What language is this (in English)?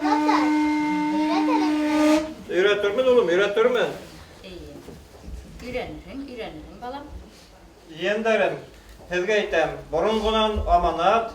Bashkir